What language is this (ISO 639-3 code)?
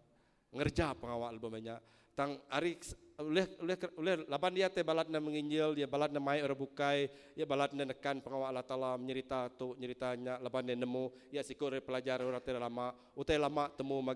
iba